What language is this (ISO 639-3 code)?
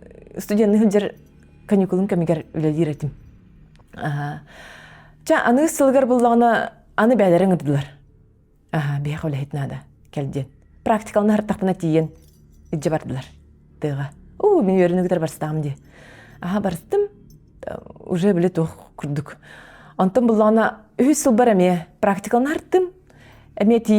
sah